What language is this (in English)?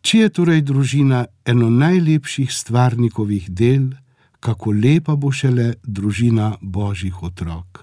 Slovenian